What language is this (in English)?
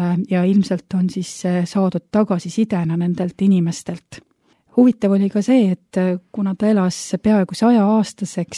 Estonian